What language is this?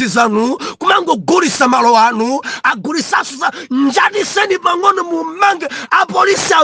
Nyanja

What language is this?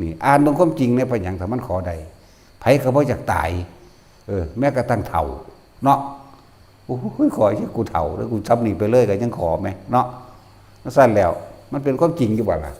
Northeastern Thai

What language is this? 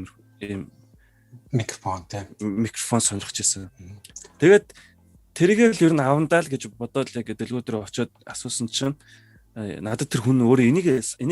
Mongolian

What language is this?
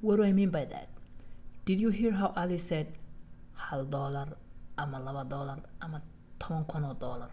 English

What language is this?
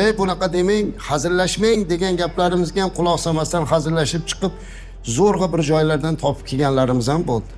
Uzbek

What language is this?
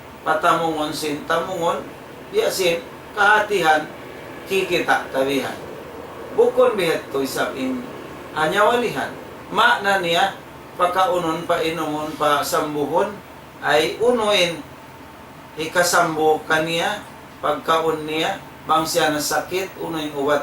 Tausug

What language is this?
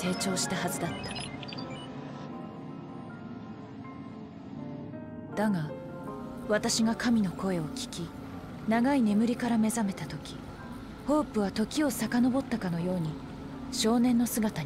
Japanese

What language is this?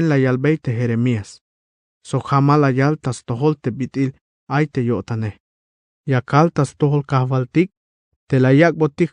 Tzeltal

